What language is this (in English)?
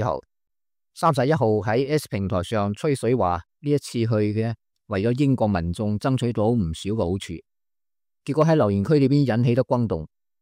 Cantonese